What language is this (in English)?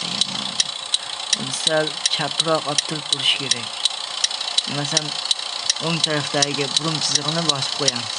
Uzbek